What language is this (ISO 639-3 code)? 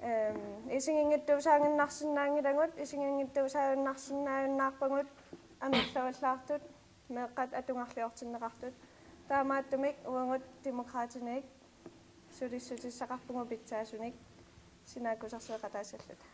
kal